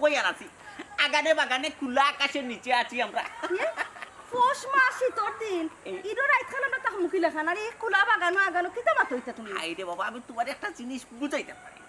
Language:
Sylheti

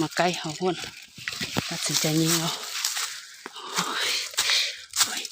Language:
Lao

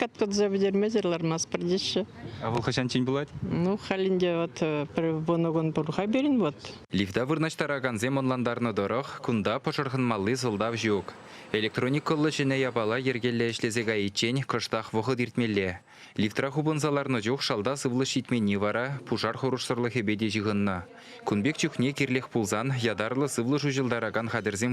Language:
Chuvash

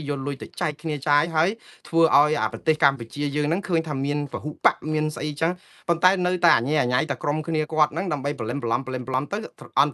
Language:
Khmer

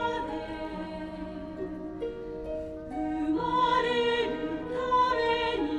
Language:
Japanese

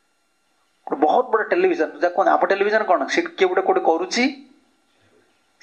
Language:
Odia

